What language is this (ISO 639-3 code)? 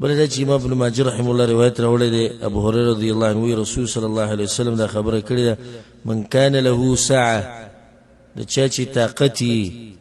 pus